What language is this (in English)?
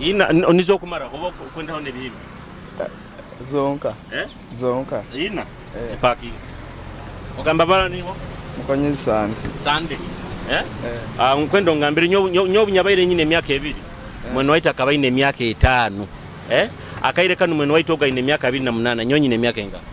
Nyoro